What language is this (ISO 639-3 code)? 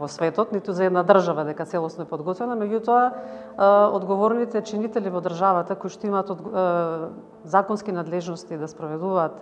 mkd